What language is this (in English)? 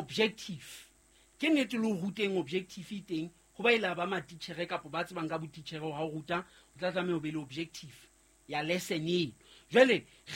Southern Sotho